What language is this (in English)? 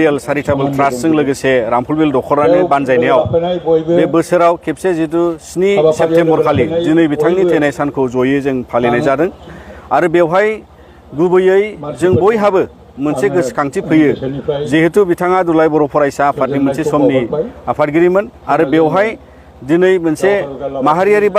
Bodo